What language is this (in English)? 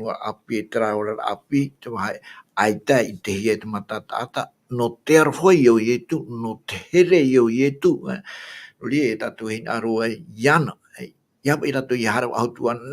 Tahitian